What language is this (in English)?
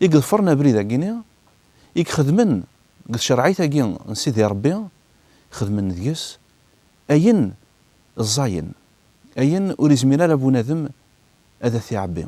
Kabyle